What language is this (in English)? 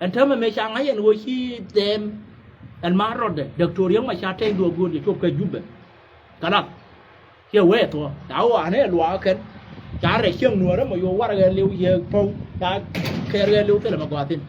Nuer